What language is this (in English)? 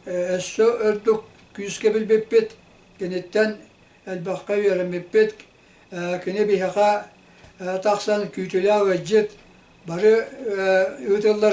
Yakut